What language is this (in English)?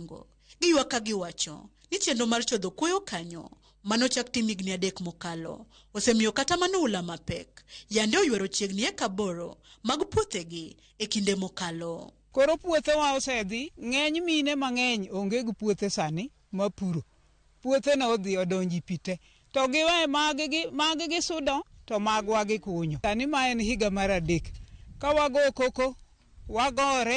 Luo (Kenya and Tanzania)